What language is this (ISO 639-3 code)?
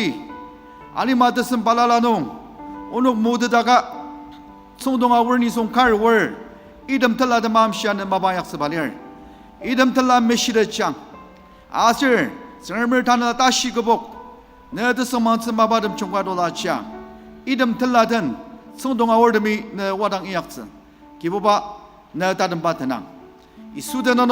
njo